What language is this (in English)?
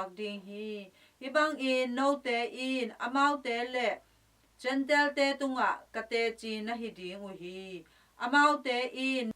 Tedim Chin